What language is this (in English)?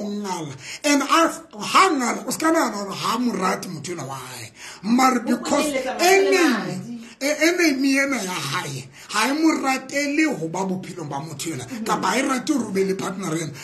Southern Sotho